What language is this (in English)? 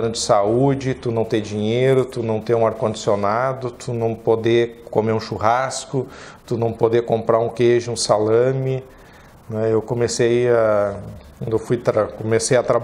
Portuguese